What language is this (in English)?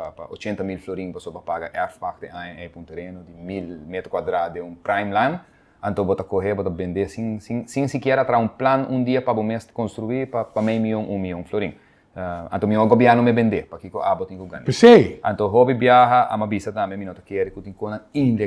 Papiamento